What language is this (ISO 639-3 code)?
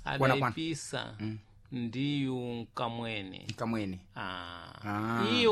seh